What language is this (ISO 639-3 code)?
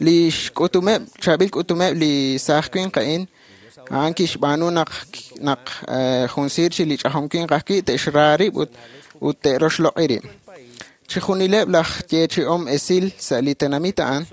kek